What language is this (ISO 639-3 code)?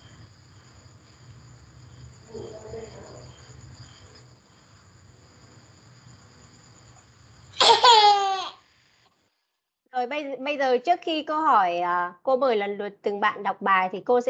vie